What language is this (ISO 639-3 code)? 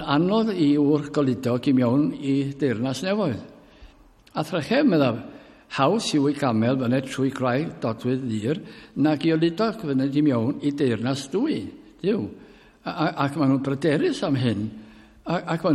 cym